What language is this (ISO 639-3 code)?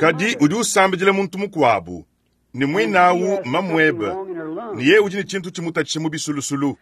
lua